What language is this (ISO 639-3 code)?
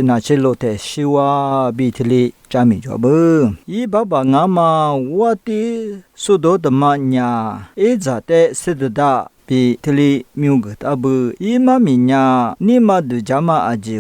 lis